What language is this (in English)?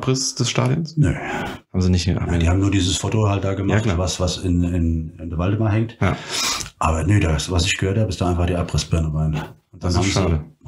German